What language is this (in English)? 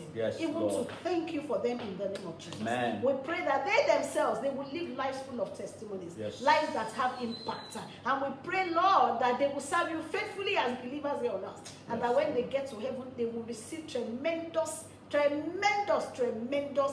English